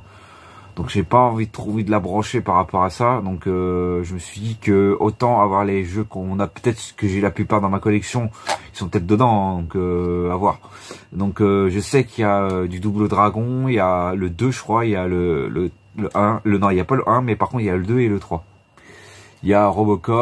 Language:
French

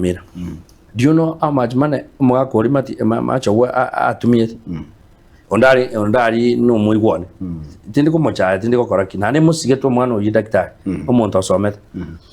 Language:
Gusii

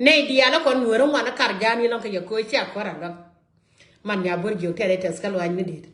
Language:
Nuer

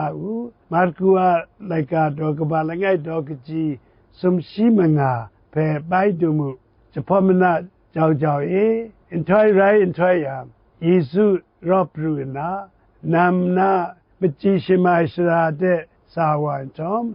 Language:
Kachin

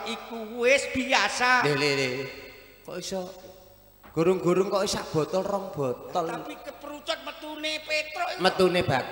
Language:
Javanese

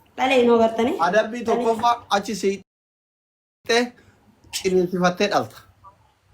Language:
Oromo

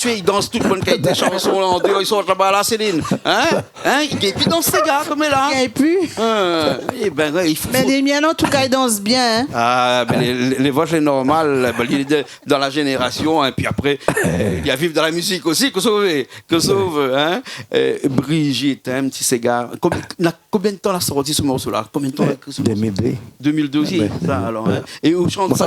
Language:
Réunion Creole French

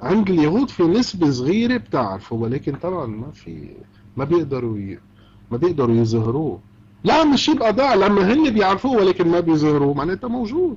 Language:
Egyptian Arabic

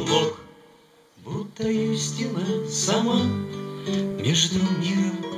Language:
Russian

